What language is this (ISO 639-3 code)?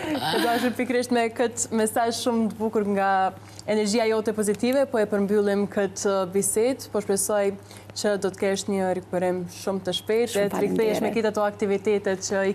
sqi